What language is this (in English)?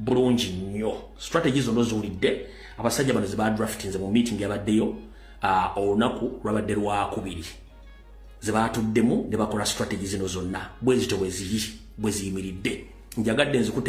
Ganda